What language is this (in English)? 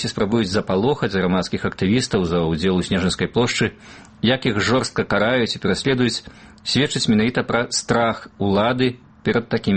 Belarusian